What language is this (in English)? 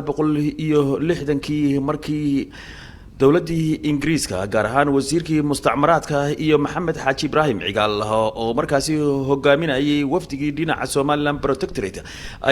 Somali